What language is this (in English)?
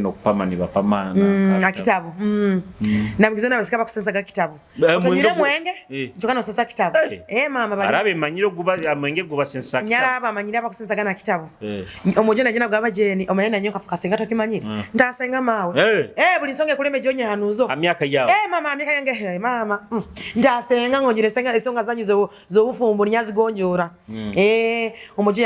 Nyoro